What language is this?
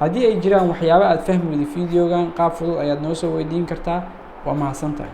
Somali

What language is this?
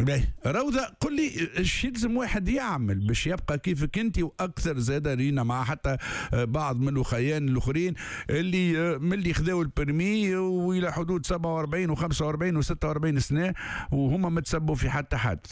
Tunisian Arabic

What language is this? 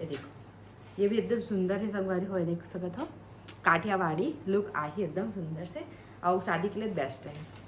Chhattisgarhi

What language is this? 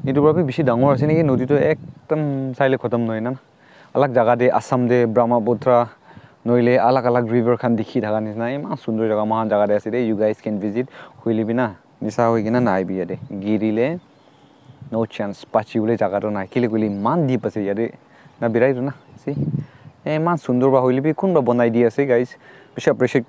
Naga Pidgin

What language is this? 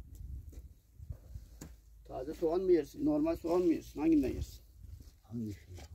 Turkish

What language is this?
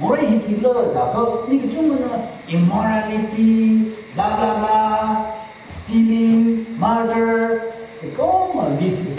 Tangkhul Naga (India)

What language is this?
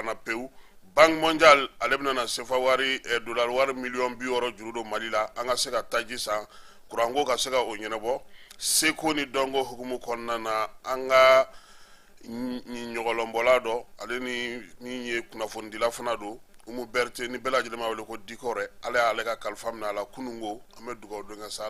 Bambara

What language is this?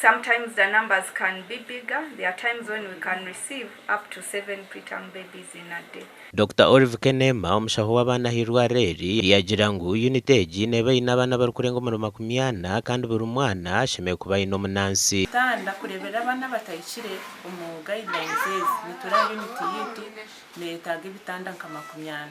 Nyankole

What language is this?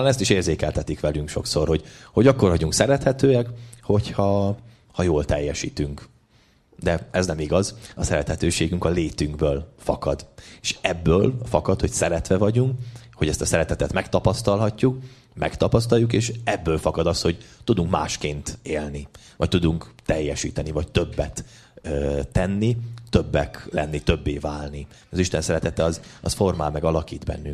Hungarian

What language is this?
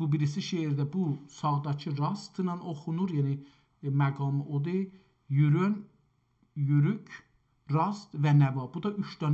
South Azerbaijani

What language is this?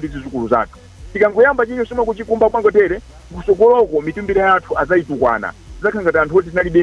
Nyanja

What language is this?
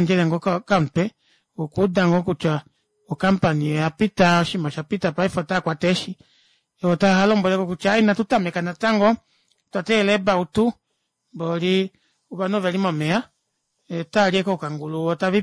Kuanyama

